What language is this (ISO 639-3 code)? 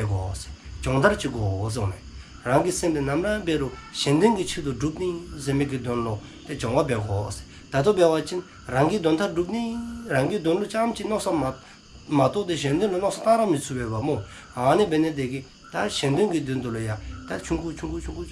dzo